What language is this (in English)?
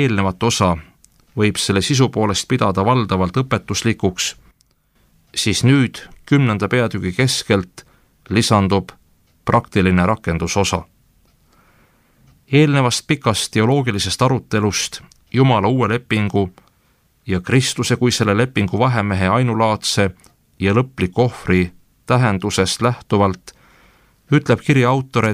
Estonian